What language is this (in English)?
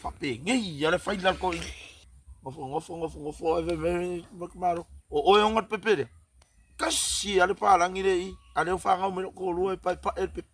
Samoan